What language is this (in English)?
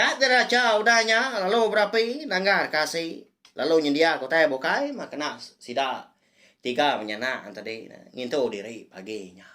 Iban